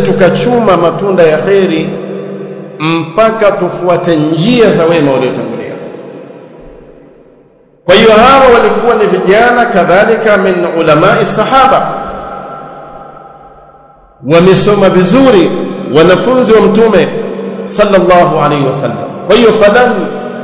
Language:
Swahili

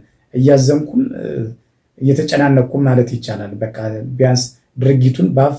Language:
Amharic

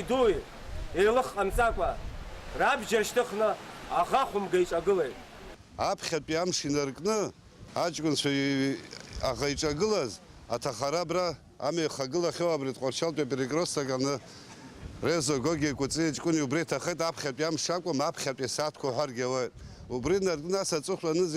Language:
Abkhazian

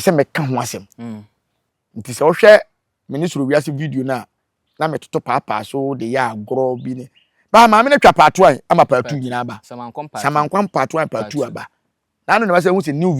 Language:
Akan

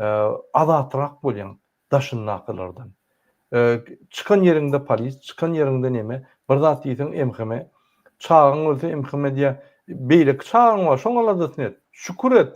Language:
Turkmen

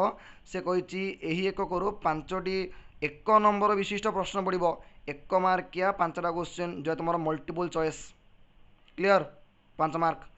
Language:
Odia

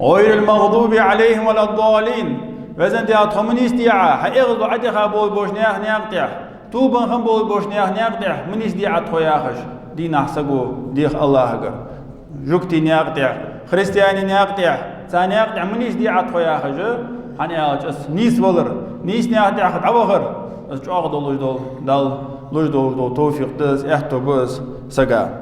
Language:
Ingush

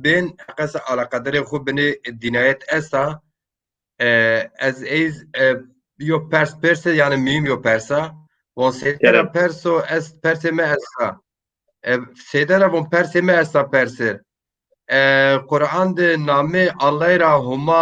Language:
Zaza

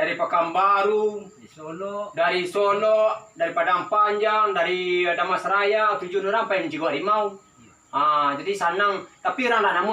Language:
Minangkabau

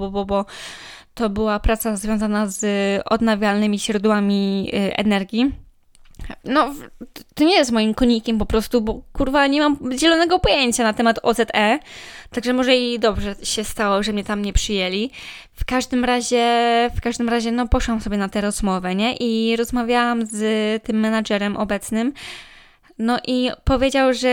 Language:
Polish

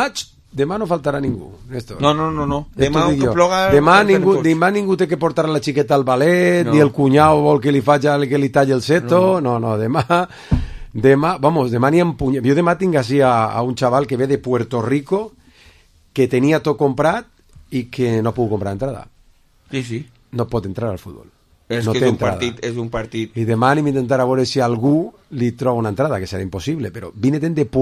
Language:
Catalan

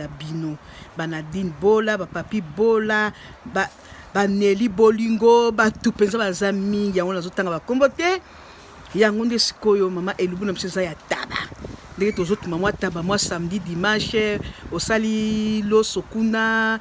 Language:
Lingala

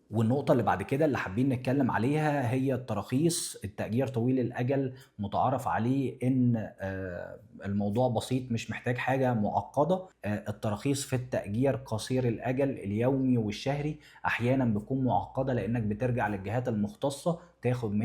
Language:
Egyptian Arabic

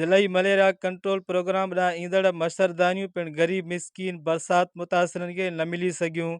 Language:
Sindhi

